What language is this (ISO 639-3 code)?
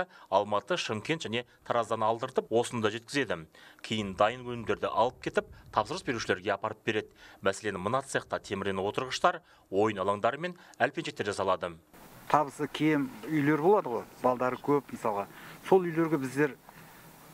kaz